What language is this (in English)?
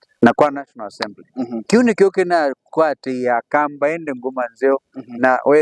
Kamba